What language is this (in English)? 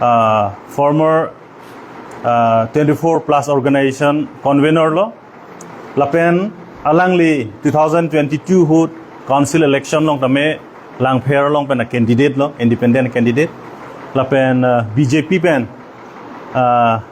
Karbi